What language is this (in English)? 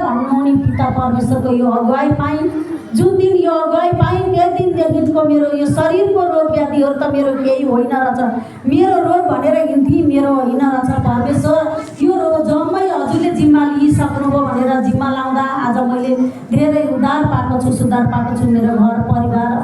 Nepali